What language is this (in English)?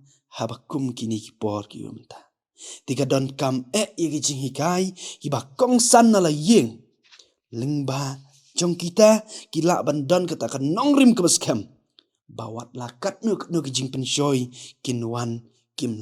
Khasi